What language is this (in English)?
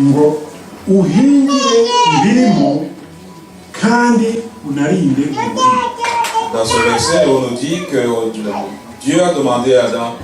Kinyarwanda